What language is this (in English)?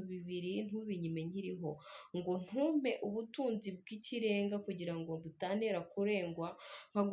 Kinyarwanda